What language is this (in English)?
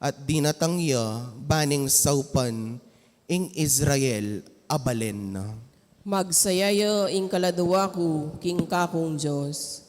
Pampanga